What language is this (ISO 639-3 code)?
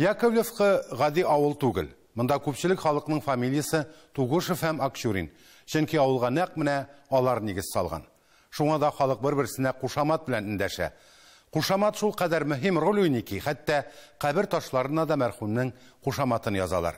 tat